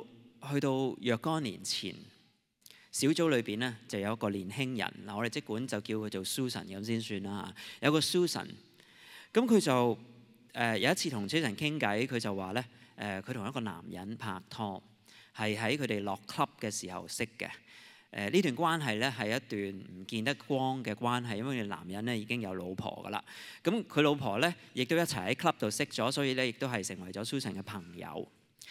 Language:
Cantonese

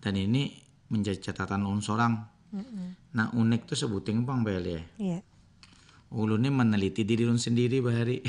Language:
Banjar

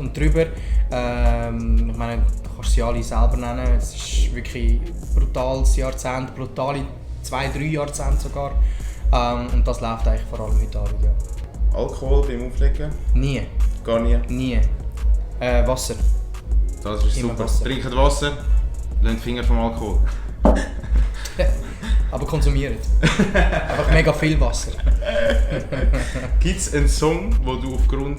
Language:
Swiss German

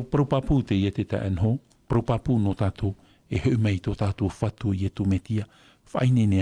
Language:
Tahitian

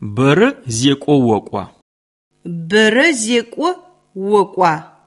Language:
Albanian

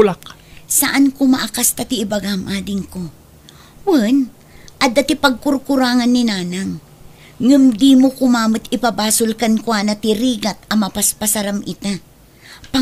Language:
Iloko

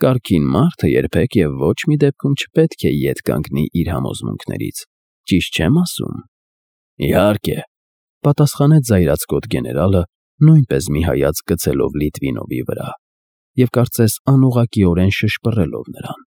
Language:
Armenian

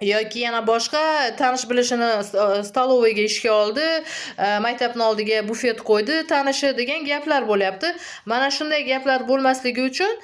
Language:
Uzbek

